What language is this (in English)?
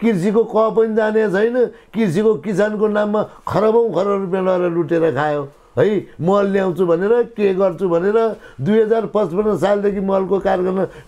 Nepali